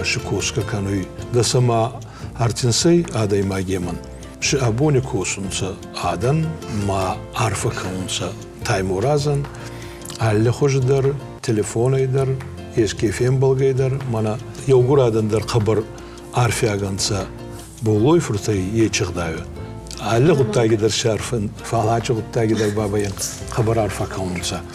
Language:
Ossetic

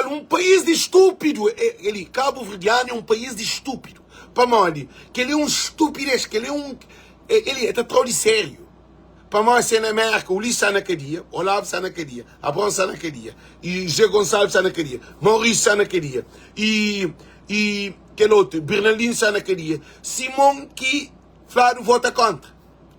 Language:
Kabuverdianu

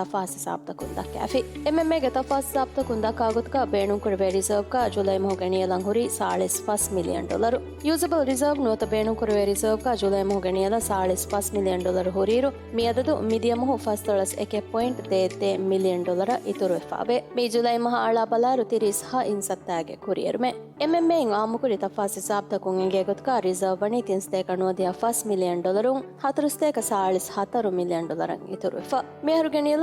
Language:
Divehi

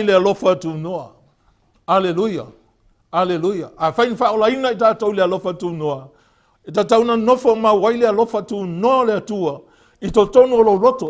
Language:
Samoan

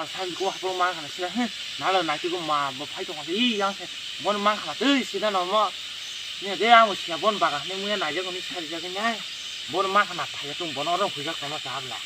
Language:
Kok Borok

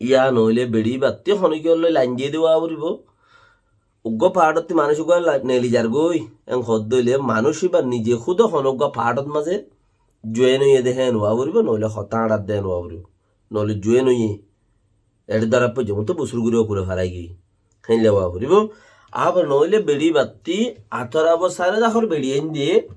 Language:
Rohingya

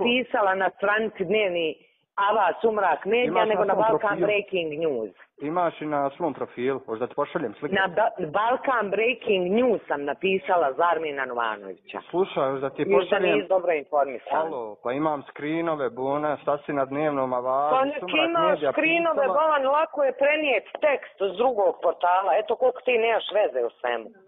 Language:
Bosnian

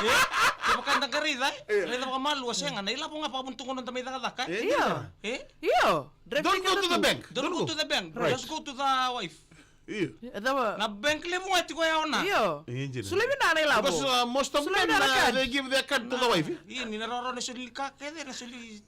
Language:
Fijian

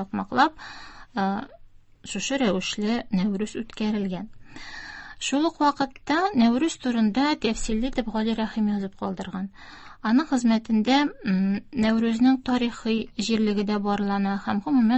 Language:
Tatar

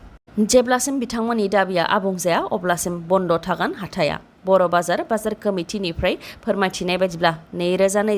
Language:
Bodo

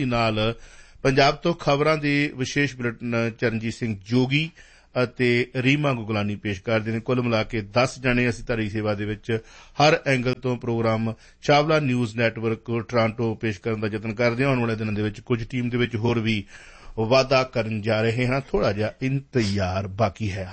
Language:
Punjabi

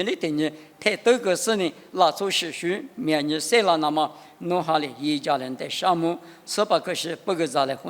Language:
Lisu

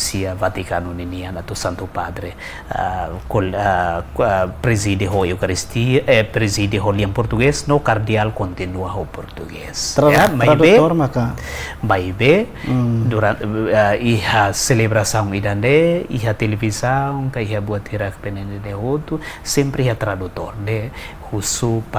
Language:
Tetum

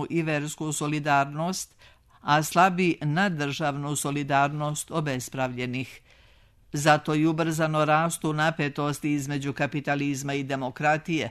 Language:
Serbian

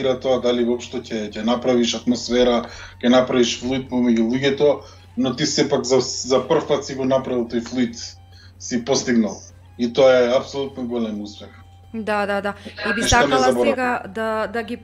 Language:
Macedonian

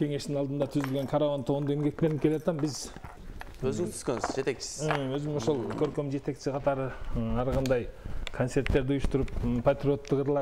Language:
Kyrgyz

